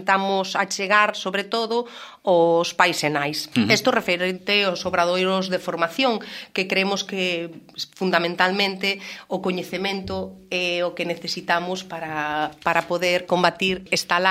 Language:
Galician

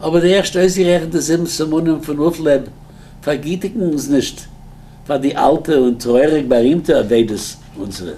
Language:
Yiddish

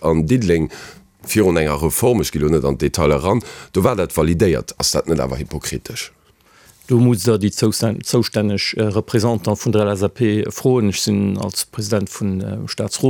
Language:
Luxembourgish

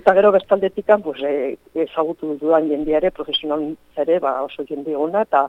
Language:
Basque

